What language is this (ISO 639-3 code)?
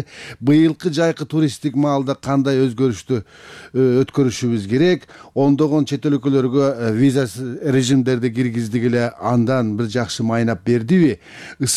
kir